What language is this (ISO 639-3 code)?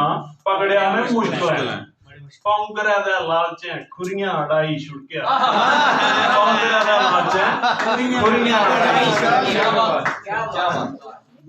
doi